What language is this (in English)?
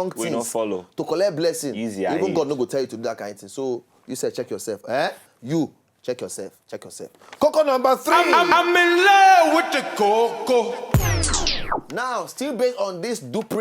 Nigerian Pidgin